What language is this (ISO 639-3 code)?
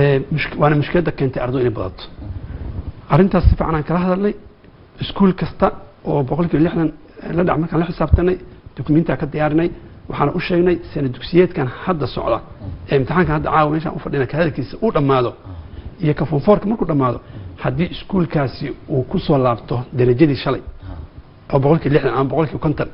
som